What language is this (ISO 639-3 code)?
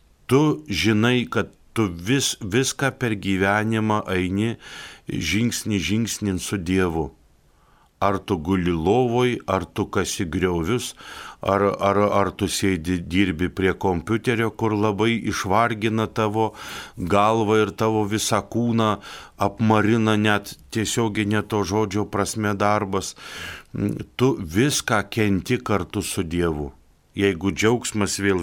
lit